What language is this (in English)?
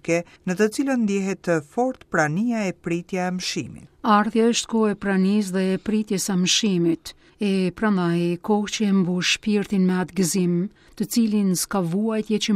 Albanian